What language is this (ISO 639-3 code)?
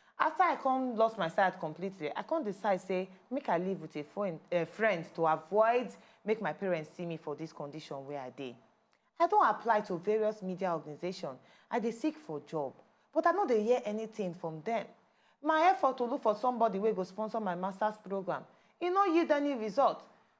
pcm